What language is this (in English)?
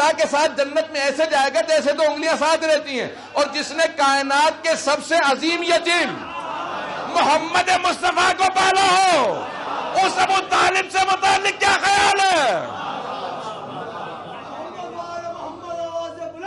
Urdu